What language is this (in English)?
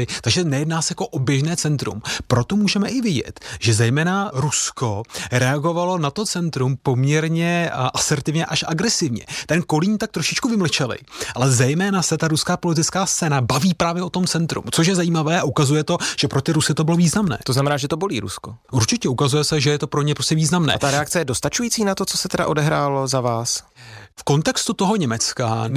Czech